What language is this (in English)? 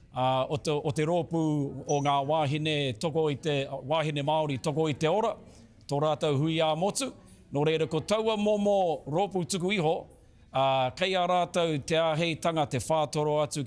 Māori